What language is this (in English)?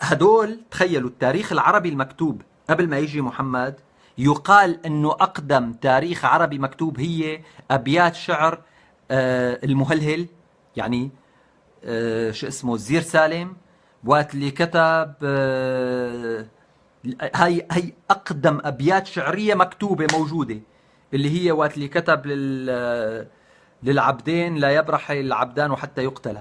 North Levantine Arabic